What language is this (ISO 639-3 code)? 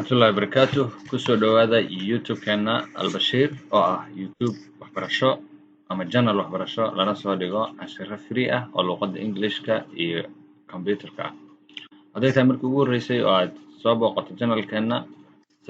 som